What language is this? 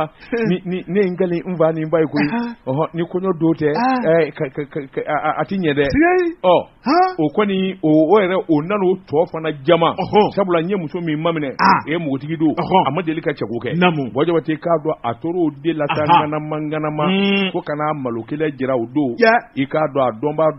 Bambara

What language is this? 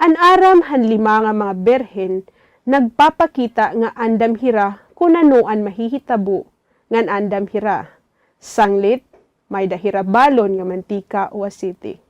Waray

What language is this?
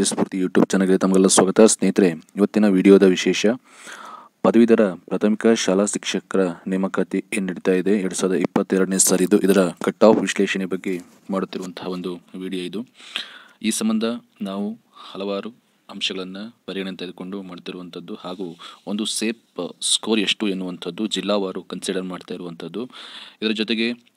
Kannada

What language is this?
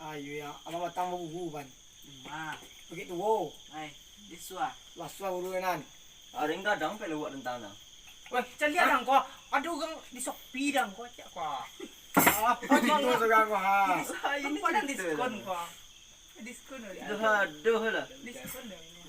Minangkabau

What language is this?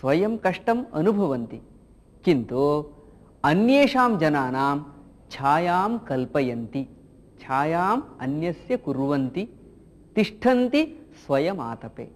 Sanskrit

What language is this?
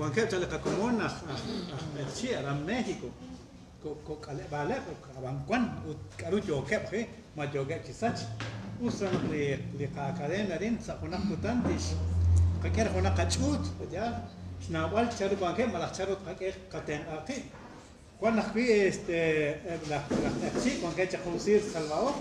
Kekchí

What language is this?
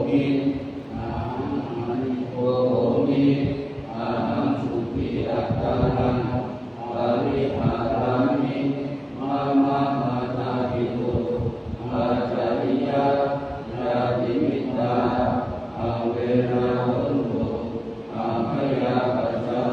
Pali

